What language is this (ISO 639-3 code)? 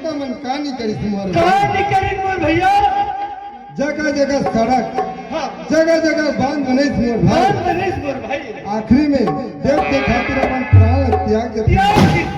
hne